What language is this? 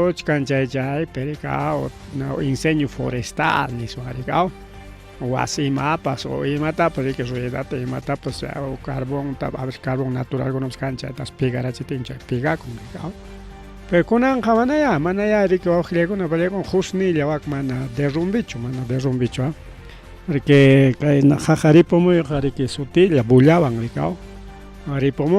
Ayacucho Quechua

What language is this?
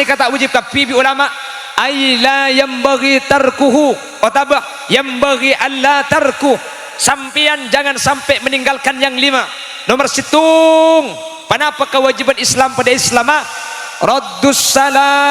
Madurese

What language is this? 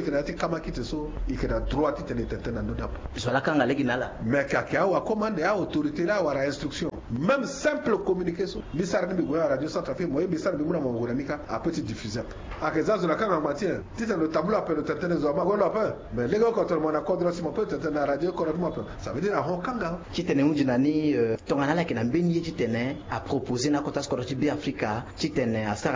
Sango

